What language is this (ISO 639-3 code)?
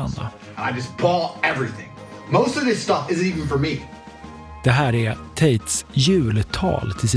swe